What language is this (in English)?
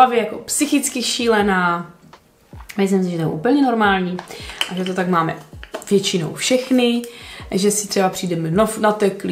Czech